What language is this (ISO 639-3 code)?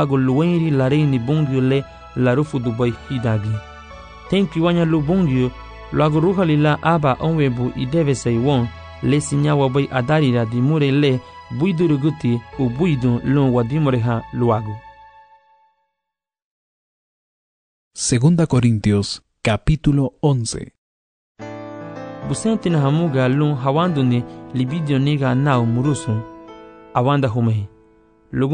cab